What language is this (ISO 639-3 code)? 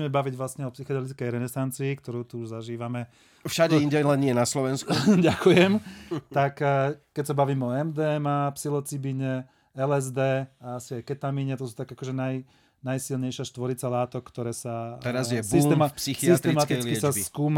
slk